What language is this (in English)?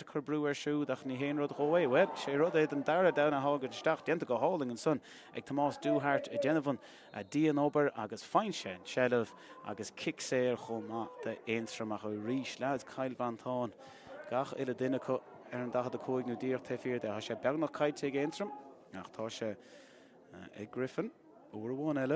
Irish